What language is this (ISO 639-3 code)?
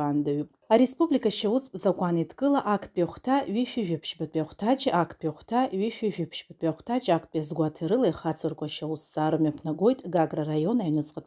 abk